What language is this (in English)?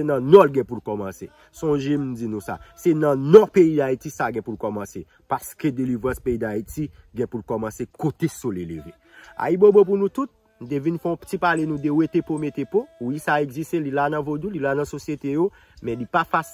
Haitian Creole